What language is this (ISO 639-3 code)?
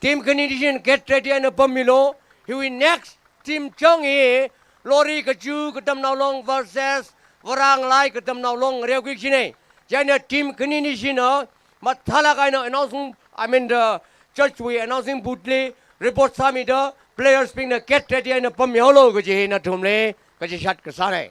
nmf